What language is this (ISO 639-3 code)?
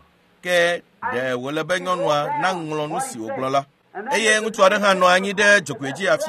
ewe